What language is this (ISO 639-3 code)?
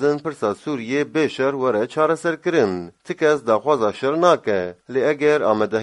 kur